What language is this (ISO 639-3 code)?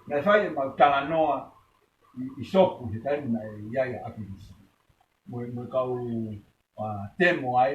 ton